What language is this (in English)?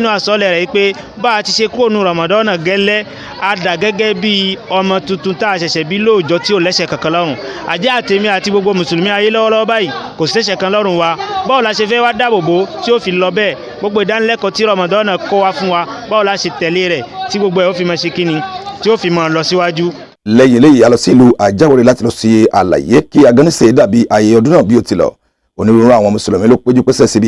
Yoruba